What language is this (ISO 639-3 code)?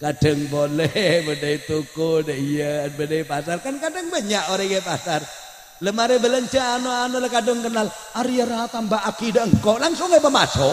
mad